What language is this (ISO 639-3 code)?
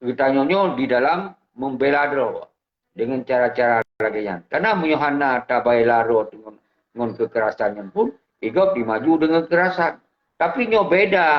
ace